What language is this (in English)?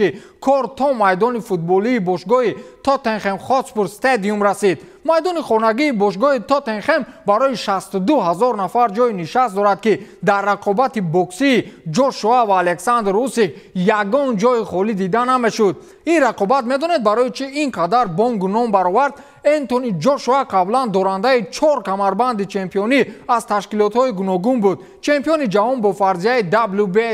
Tajik